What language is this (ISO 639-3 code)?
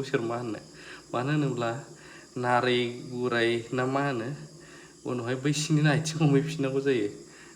brx